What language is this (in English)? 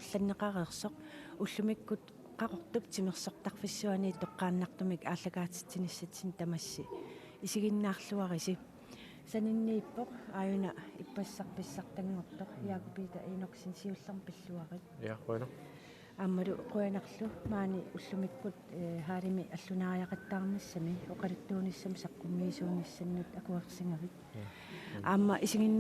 Kalaallisut